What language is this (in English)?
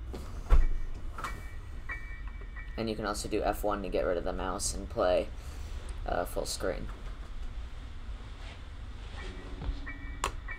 English